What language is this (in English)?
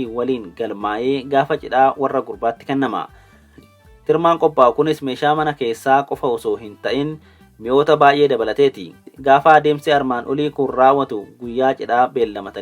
Oromo